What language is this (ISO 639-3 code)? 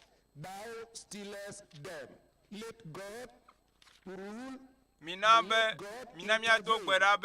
ewe